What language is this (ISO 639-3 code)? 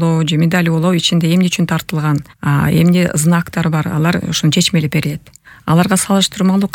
kir